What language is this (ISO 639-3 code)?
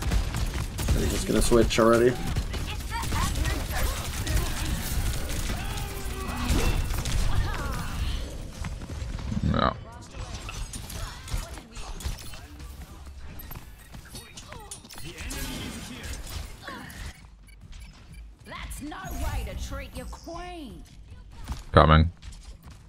eng